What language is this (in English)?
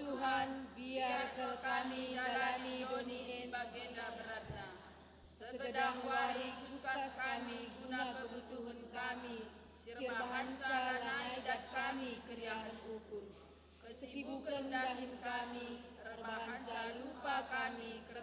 Batak Karo